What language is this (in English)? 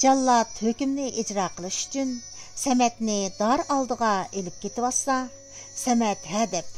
Uyghur